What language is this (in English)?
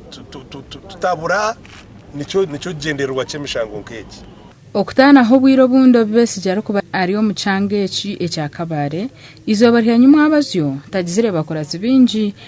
Nyankole